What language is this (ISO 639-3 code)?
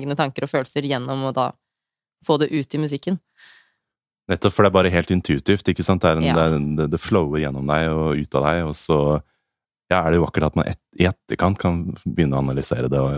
nor